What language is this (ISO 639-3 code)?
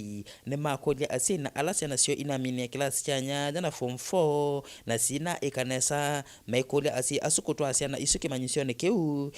kam